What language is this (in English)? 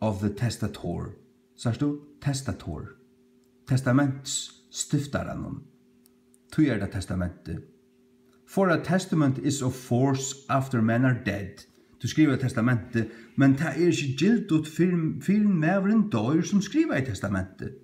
Faroese